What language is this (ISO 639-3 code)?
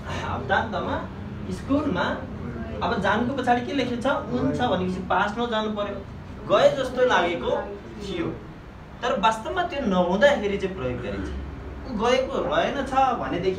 nep